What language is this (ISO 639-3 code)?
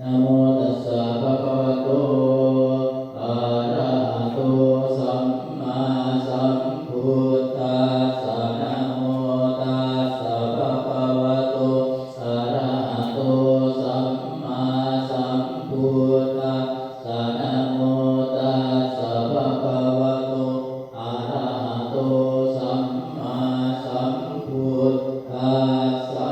pli